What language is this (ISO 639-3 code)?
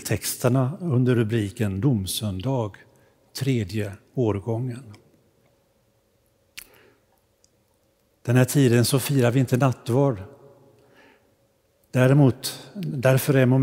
swe